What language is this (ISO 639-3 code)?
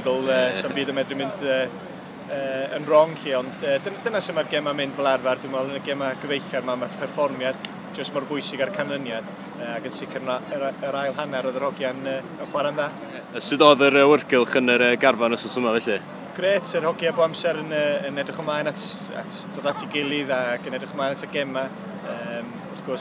cym